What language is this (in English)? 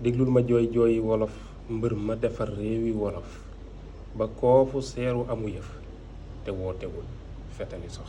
Wolof